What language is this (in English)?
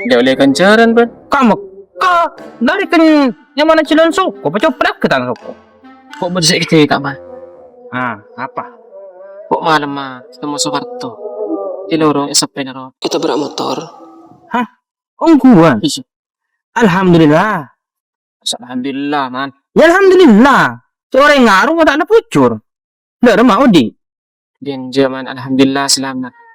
Madurese